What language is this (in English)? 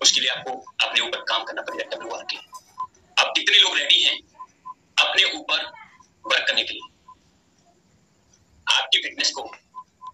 Hindi